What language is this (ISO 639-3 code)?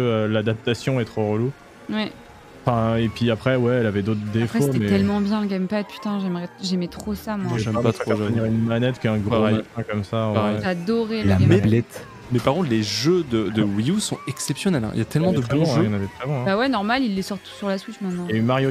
fra